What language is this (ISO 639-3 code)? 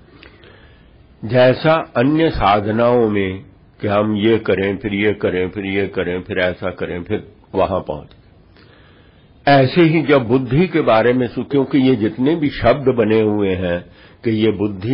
hin